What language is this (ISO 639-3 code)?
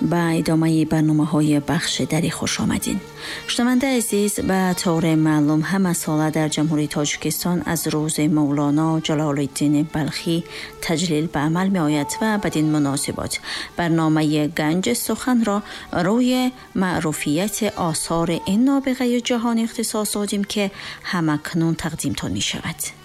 fas